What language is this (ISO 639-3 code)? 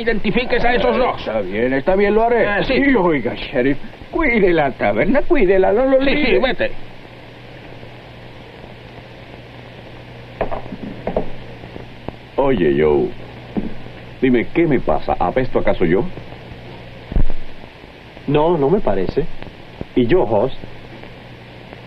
spa